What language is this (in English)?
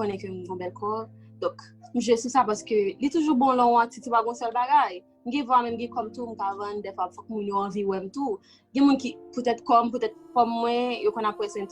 Haitian Creole